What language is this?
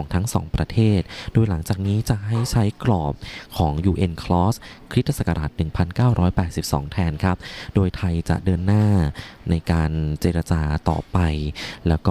Thai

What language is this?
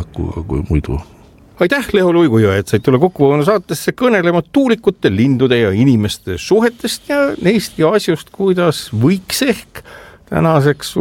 Estonian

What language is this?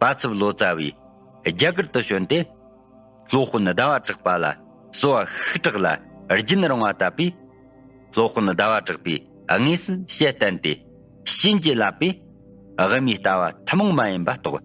Tibetan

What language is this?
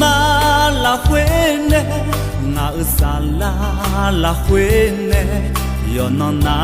Akha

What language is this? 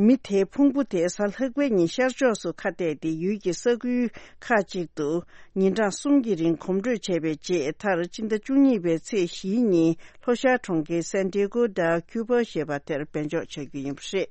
Tibetan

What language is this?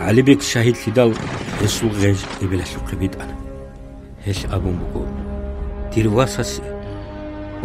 Avaric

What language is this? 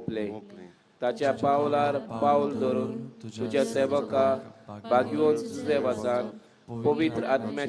Konkani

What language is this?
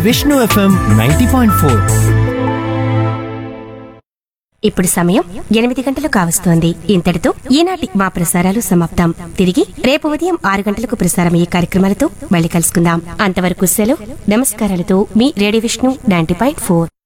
Telugu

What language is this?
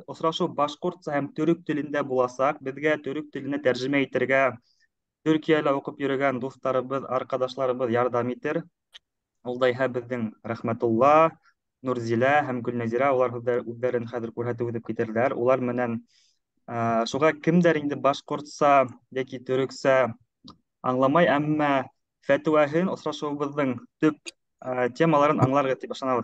Bashkir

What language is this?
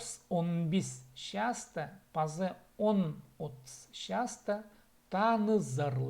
Khakas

